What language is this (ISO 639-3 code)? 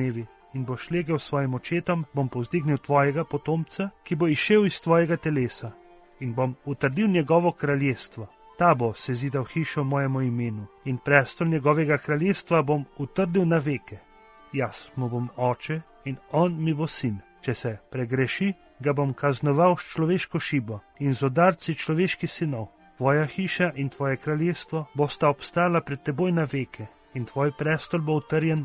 slv